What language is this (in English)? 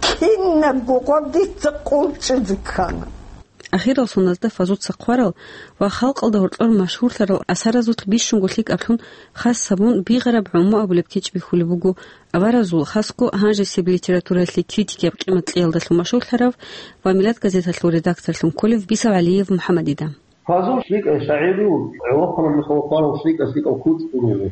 Avaric